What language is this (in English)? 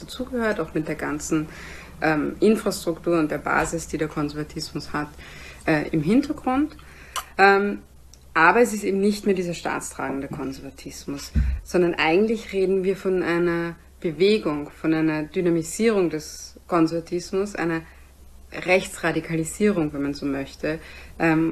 German